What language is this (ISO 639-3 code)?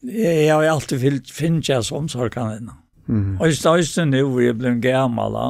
fao